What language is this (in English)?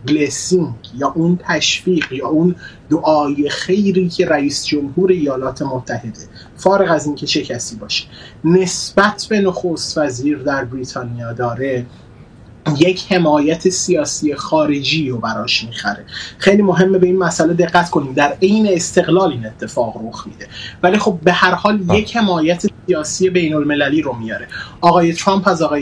Persian